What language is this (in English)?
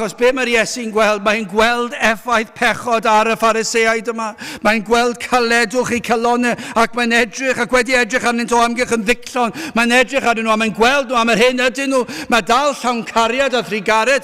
Welsh